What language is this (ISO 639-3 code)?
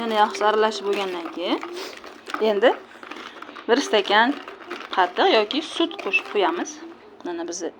uzb